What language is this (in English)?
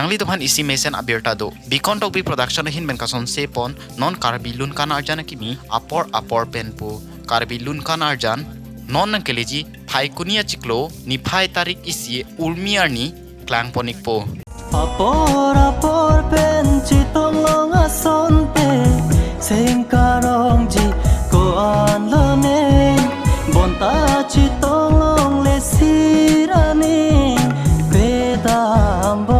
Karbi